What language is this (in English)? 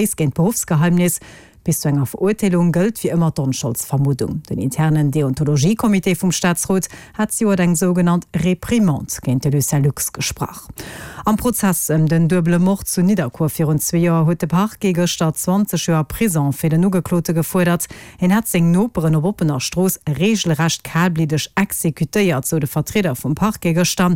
Luxembourgish